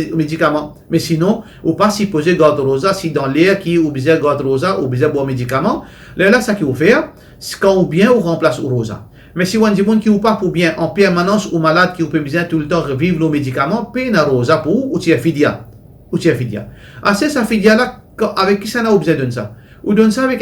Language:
Morisyen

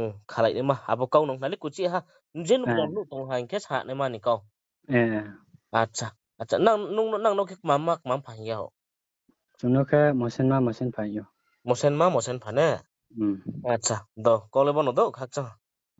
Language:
Riang (India)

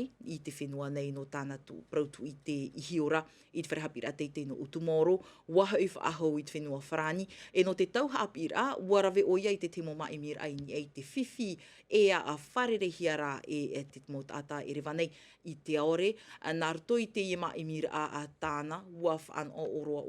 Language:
Tahitian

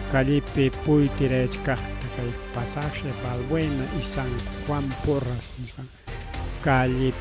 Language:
Ayacucho Quechua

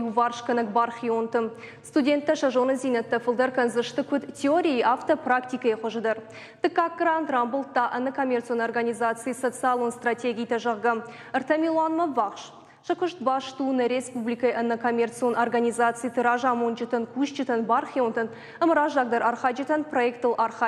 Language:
Ossetic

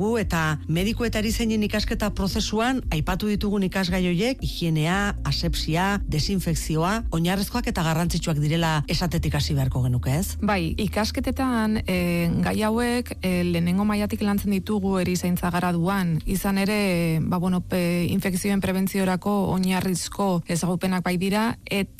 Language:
Basque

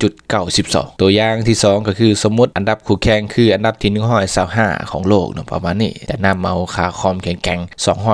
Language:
Lao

